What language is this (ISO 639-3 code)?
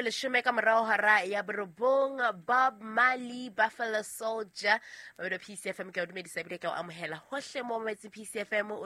sot